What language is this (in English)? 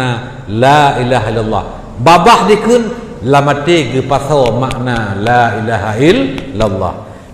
Achinese